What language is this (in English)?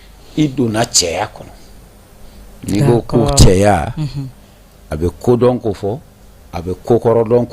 Bambara